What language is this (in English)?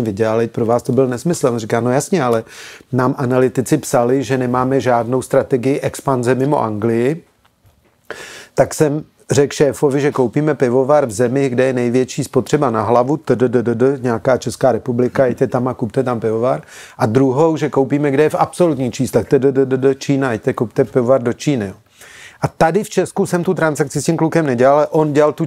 Czech